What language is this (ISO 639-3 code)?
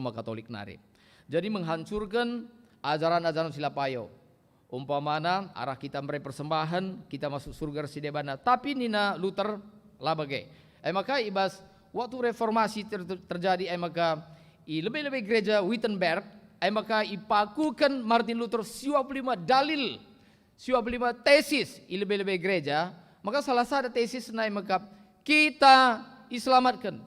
btx